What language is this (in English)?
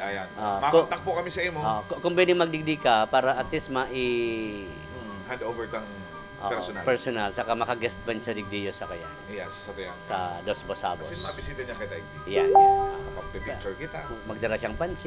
Bikol